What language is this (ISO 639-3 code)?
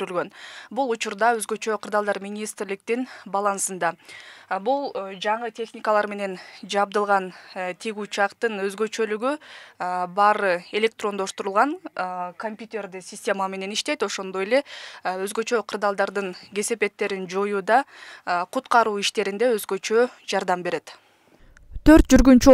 kir